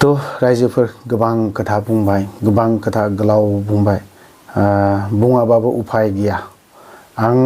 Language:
Bodo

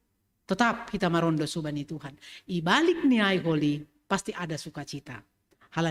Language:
Batak Simalungun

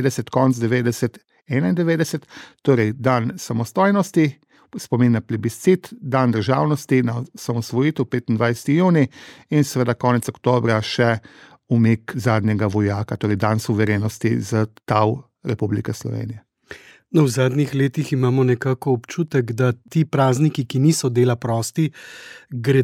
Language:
Slovenian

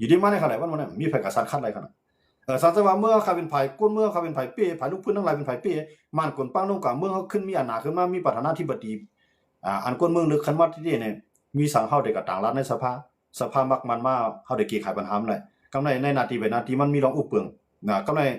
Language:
Shan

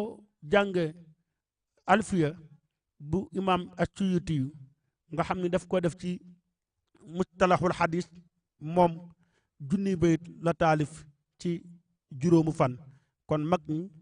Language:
Wolof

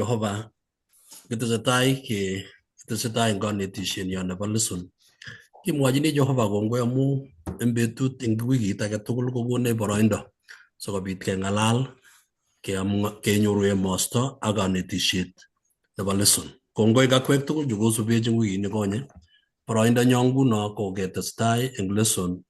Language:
Kalenjin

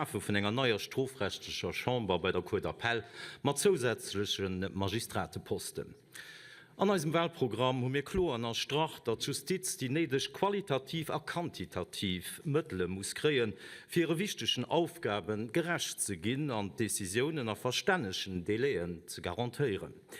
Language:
Luxembourgish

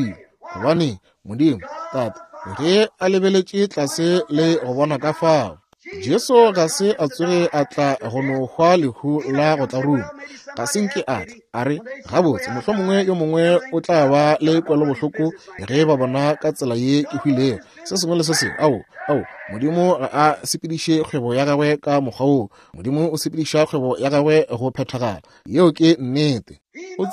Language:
Northern Sotho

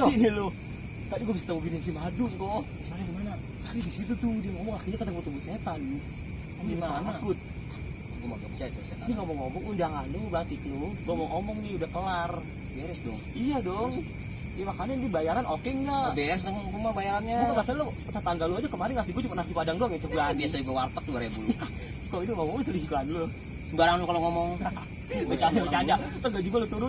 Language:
Betawi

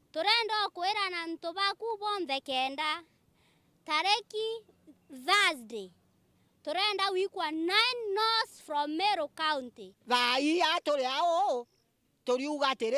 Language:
Meru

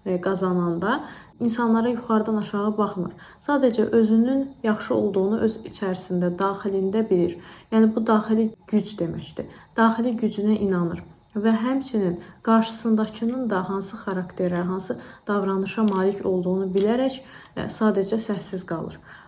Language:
Azerbaijani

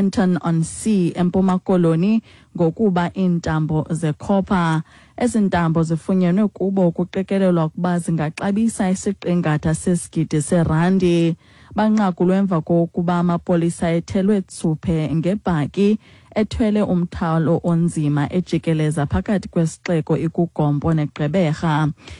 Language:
Xhosa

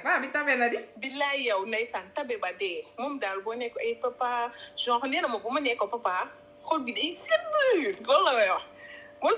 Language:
Wolof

